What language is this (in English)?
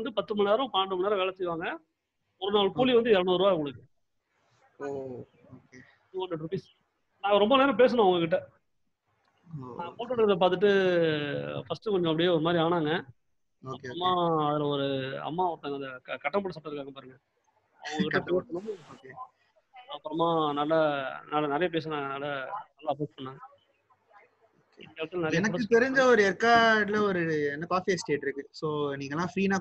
Tamil